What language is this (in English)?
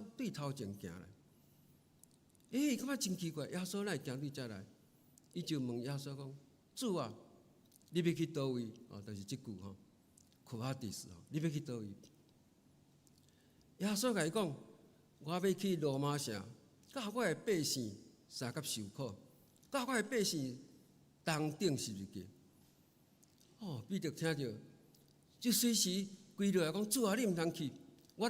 Min Nan Chinese